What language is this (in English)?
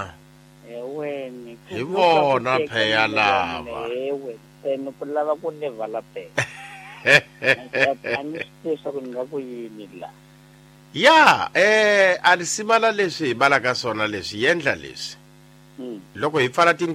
Tsonga